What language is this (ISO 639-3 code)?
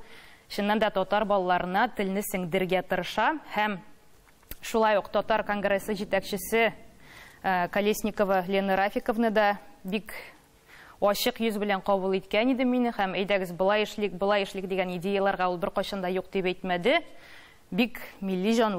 tat